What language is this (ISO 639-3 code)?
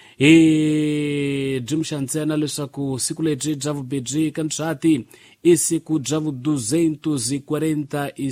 tso